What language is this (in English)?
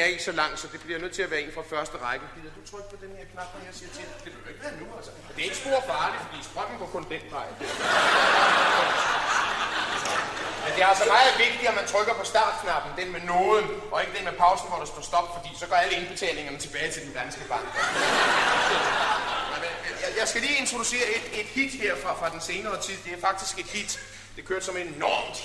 Danish